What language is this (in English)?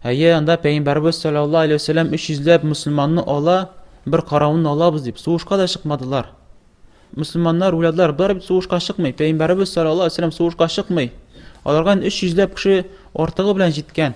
Tatar